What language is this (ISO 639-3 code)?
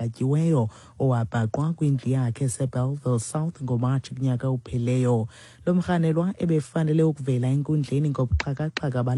xho